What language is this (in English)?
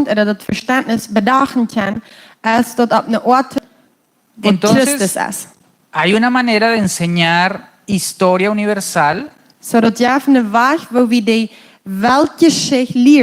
Plautdietsch